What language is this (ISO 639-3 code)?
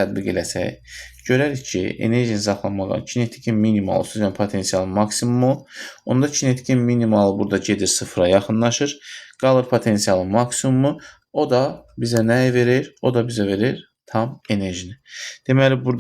aze